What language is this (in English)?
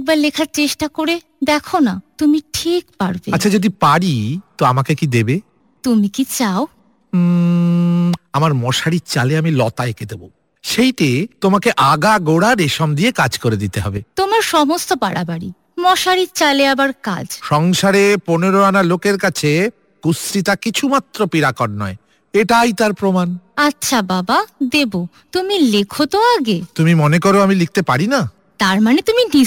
Bangla